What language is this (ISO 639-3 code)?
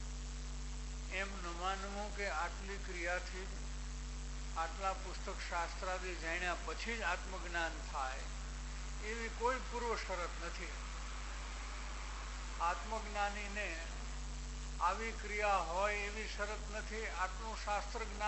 guj